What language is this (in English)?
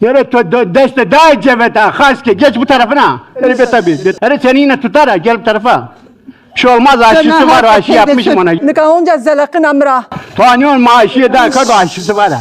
Zaza